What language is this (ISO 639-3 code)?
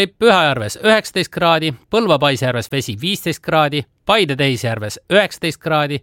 est